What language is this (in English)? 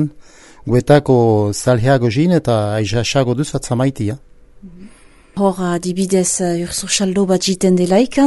Basque